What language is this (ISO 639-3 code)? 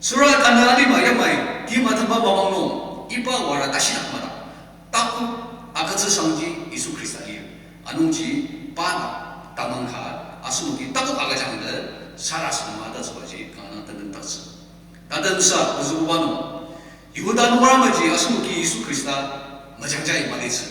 njo